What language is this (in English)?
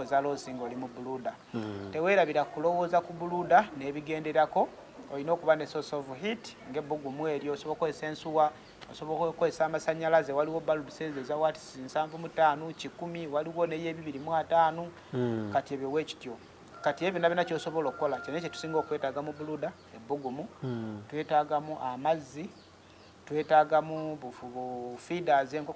Ganda